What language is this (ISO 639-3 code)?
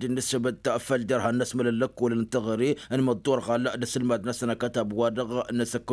taq